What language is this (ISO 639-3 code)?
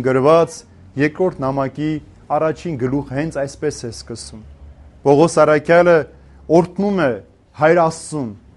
hye